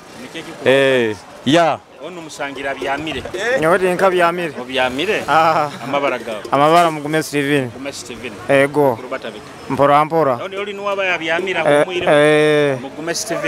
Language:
Nyoro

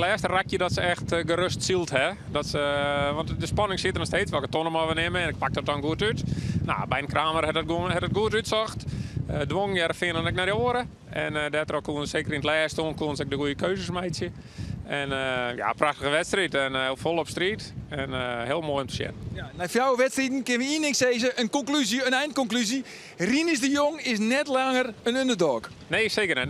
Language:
Western Frisian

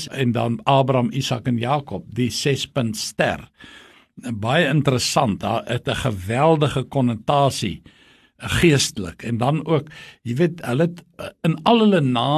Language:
Afrikaans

